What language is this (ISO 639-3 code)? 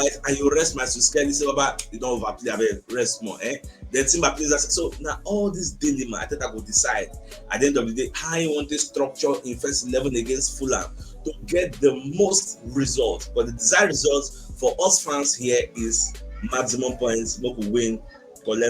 pcm